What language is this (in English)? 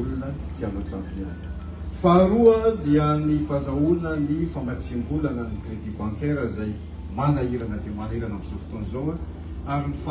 Malagasy